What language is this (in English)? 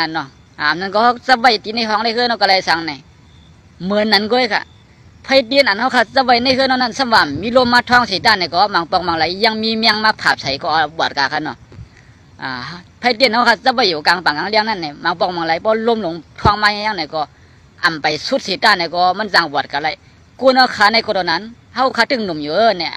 Shan